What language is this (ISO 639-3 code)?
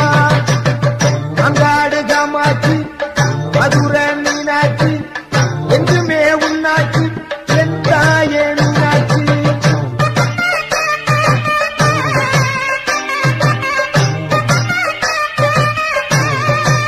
tam